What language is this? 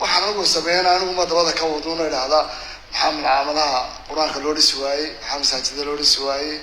Somali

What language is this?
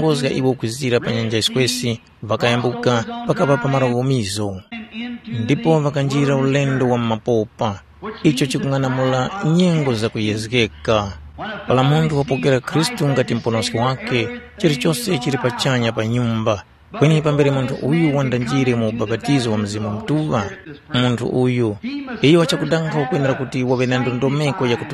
Tumbuka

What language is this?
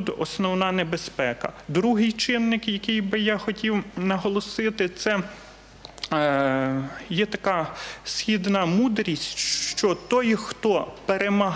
Ukrainian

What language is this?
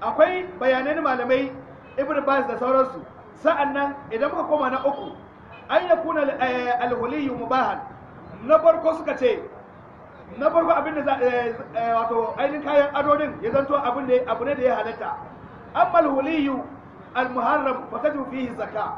Hausa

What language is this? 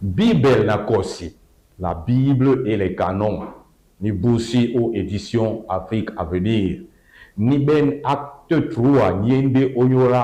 Duala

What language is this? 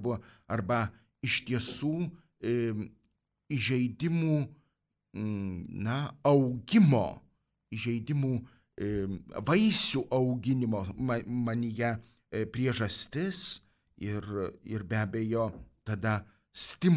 Lithuanian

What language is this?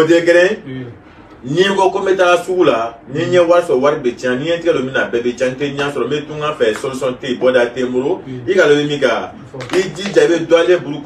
Bambara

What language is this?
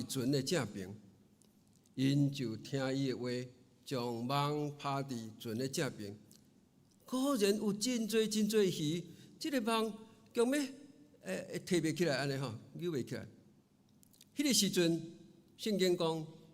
Min Nan Chinese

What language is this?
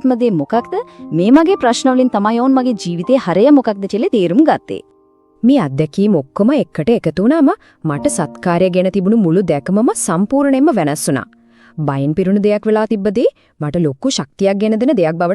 Sinhala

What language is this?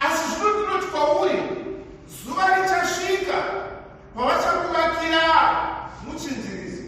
Shona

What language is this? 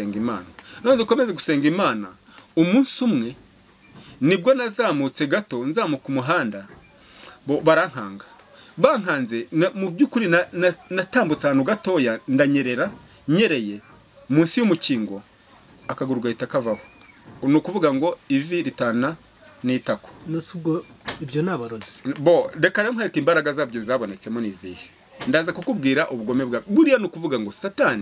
Kinyarwanda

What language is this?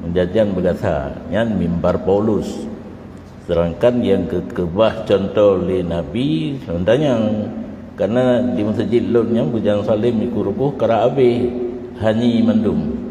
Achinese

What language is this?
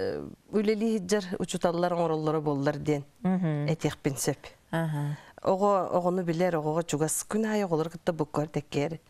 Yakut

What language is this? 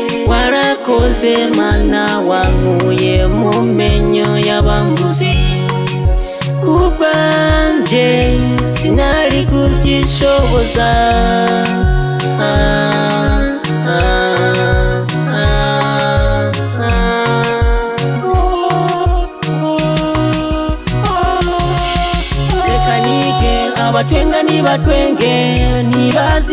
Kinyarwanda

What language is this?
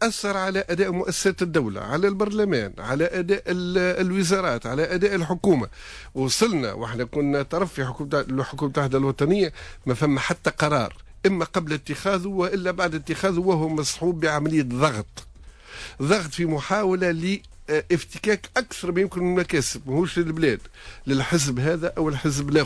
Tunisian Arabic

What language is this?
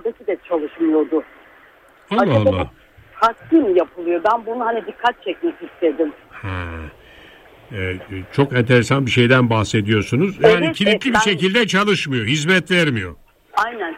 Turkish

